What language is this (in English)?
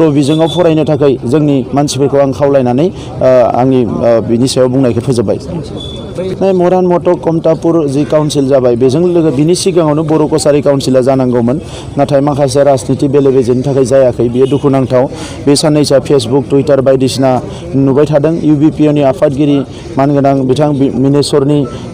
Bodo